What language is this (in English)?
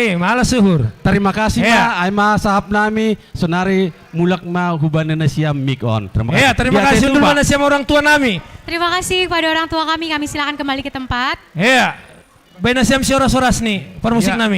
Batak Simalungun